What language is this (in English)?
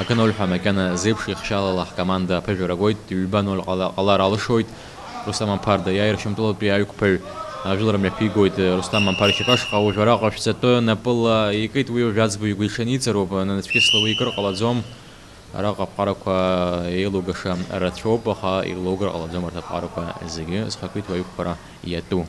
Abkhazian